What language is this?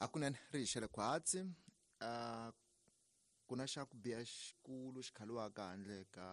Tsonga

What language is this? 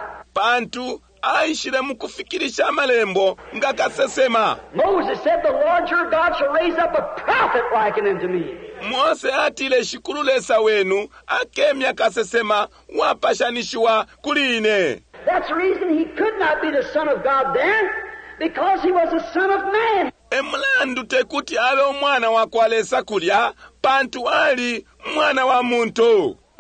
Bemba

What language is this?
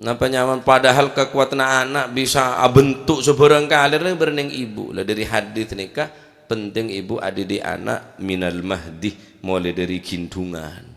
Madurese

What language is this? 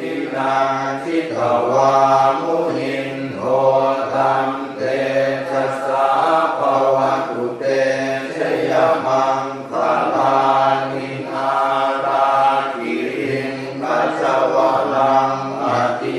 Pali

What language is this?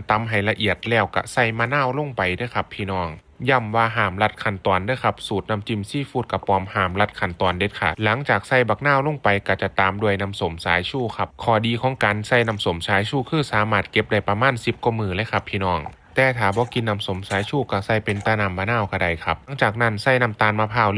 Northeastern Thai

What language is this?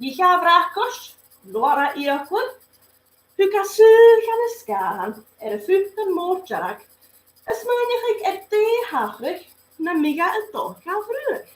Scottish Gaelic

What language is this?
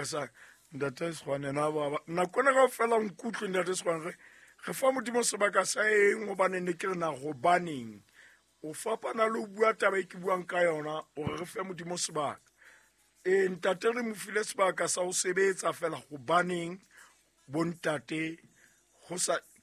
Southern Sotho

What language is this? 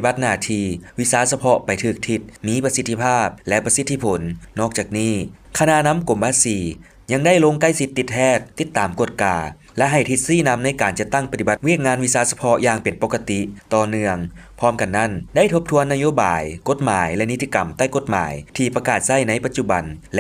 Lao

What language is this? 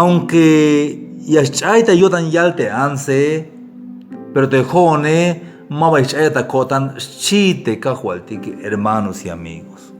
Tzeltal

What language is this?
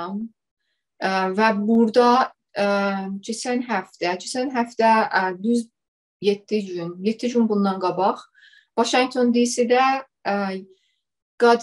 South Azerbaijani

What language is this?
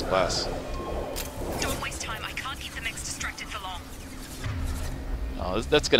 English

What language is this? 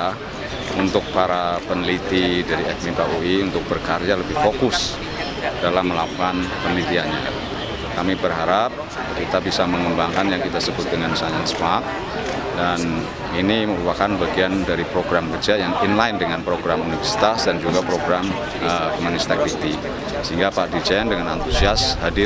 Indonesian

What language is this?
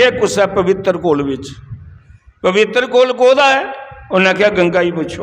Dogri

